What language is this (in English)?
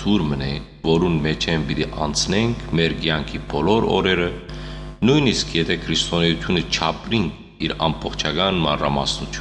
Western Armenian